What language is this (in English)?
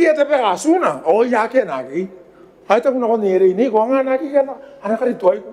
Gilbertese